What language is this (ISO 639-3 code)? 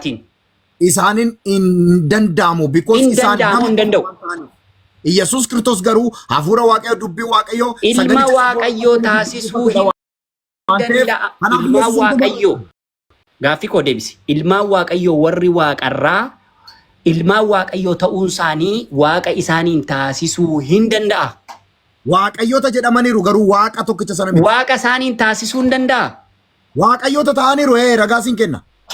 orm